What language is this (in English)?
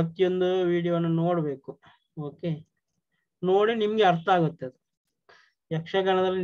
Kannada